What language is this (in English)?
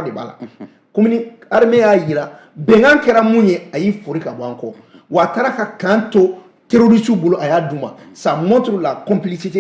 Bambara